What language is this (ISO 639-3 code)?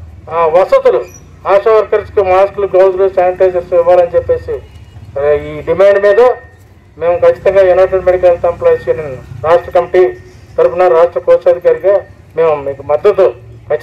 tel